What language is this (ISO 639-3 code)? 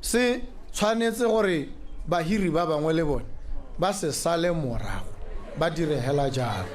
tsn